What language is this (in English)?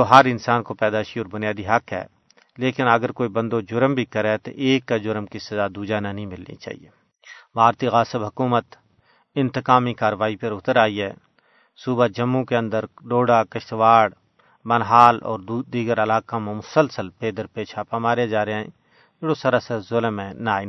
Gujari